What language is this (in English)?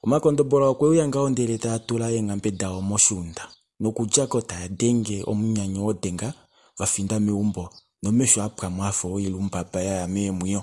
Kuanyama